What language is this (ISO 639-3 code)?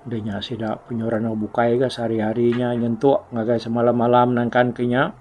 iba